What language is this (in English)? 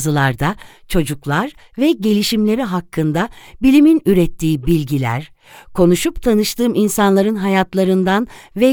Turkish